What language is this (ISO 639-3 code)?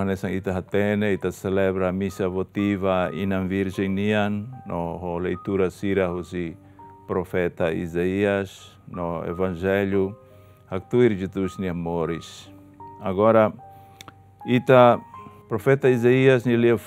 tet